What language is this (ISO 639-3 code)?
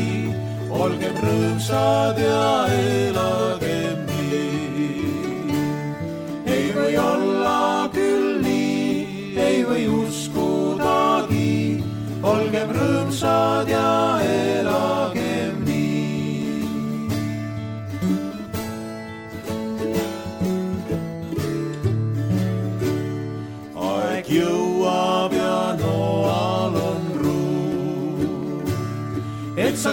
est